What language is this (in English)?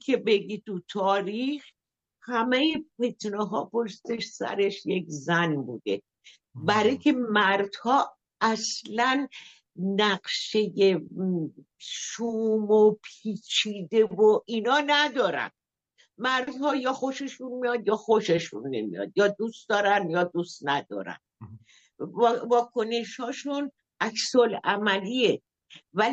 Persian